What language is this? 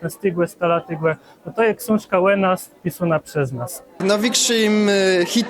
Kashubian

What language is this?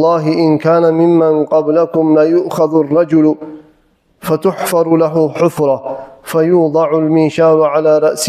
Kumyk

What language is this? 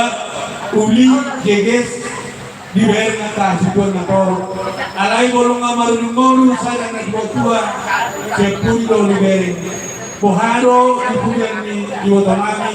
Batak Toba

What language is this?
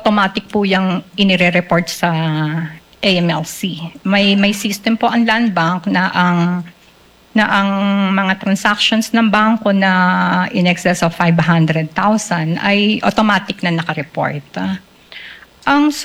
Filipino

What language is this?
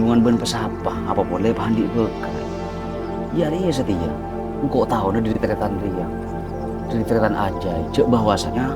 Madurese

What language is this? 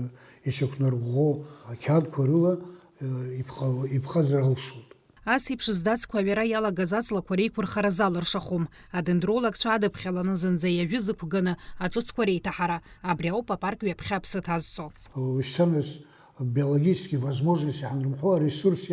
Abkhazian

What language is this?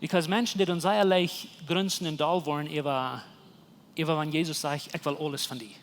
Plautdietsch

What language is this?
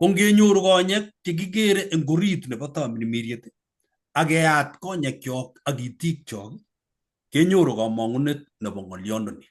Kalenjin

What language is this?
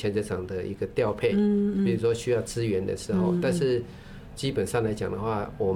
Chinese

